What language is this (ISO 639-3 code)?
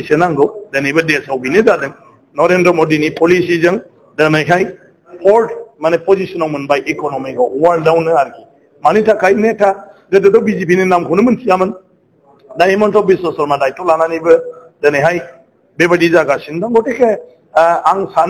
brx